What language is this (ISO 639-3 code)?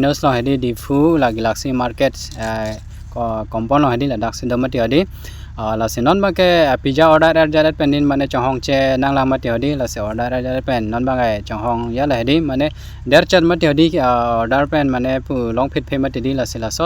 mjw